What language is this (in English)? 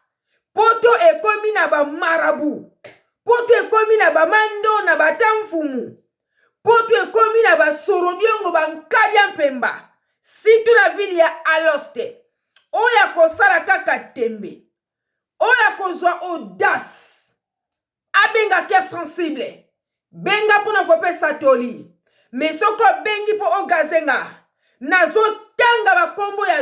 Lingala